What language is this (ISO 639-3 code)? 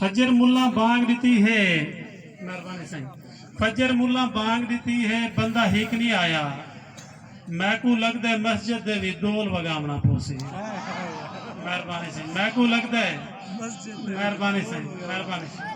skr